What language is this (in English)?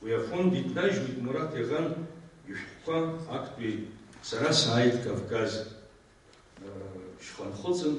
Abkhazian